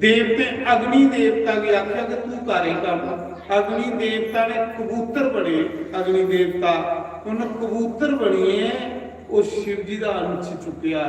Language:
Dogri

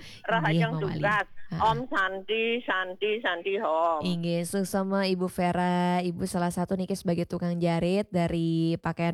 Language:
Balinese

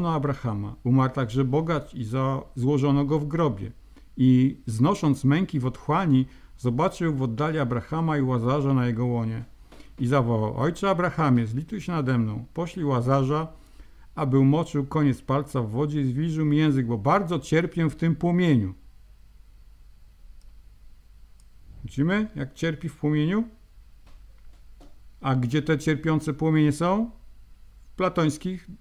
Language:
Polish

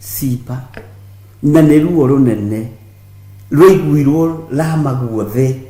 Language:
Kikuyu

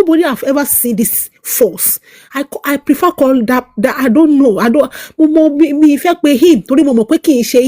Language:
Yoruba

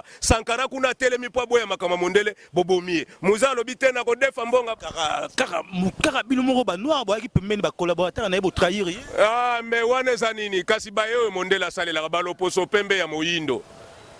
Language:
Lingala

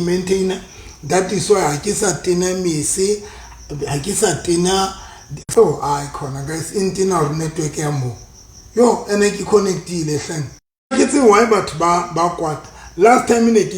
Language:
Southern Sotho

